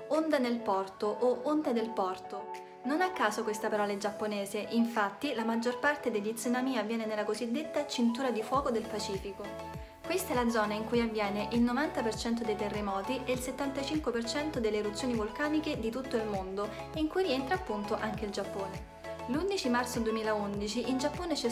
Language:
Italian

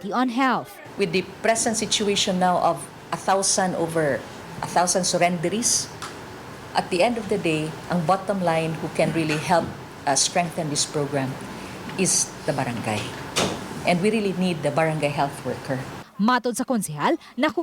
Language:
Cebuano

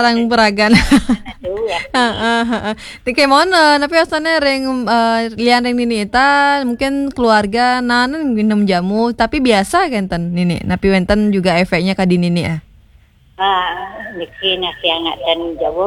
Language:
Balinese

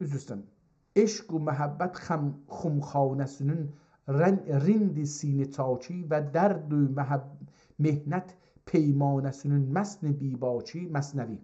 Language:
South Azerbaijani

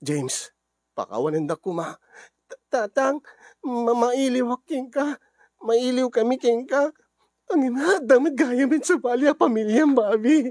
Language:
Iloko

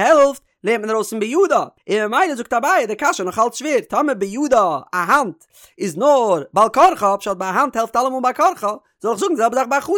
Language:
Yiddish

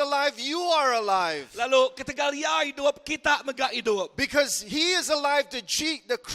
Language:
Iban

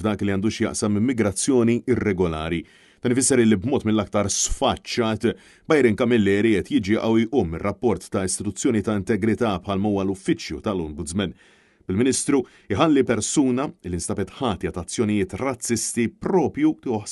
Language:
Maltese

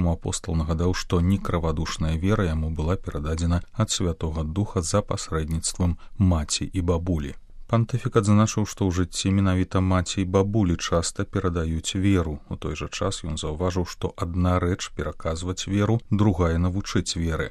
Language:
Belarusian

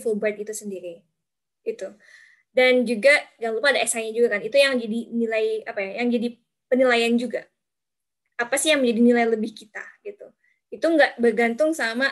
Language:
Indonesian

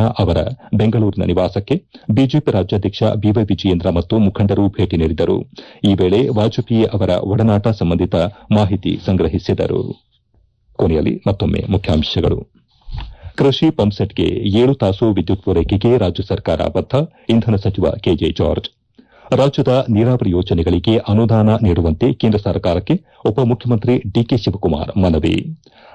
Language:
Kannada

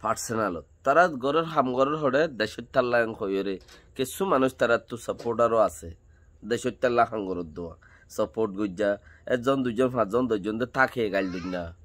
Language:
Rohingya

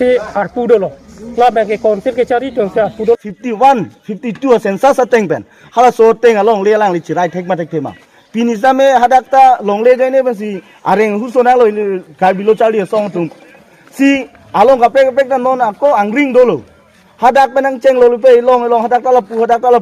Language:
Karbi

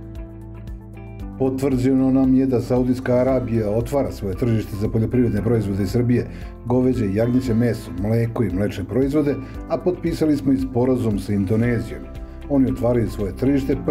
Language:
Serbian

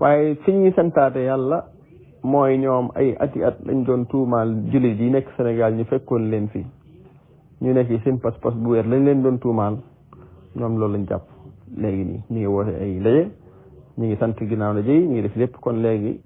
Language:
Wolof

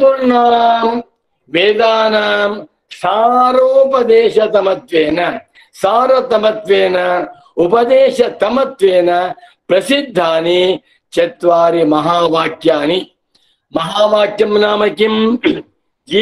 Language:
Sanskrit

